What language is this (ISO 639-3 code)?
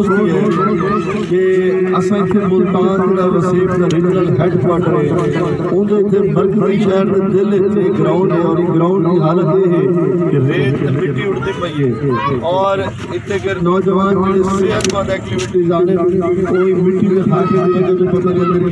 skr